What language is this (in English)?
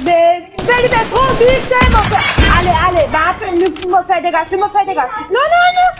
Morisyen